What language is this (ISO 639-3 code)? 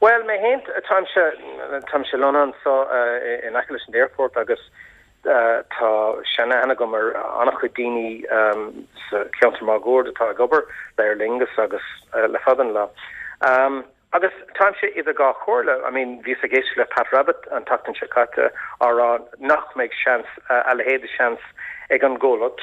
gle